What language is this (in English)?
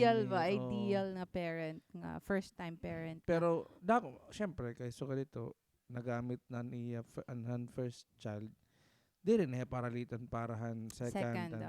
Waray